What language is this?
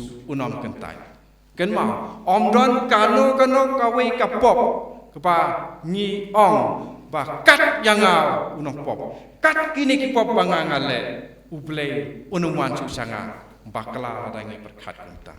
Khasi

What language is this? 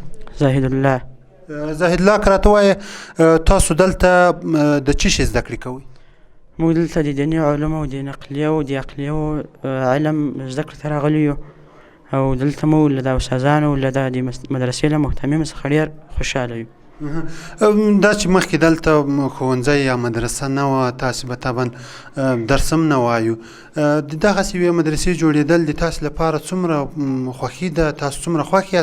Pashto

